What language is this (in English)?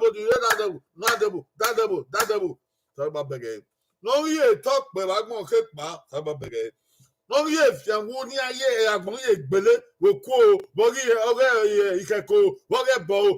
Bini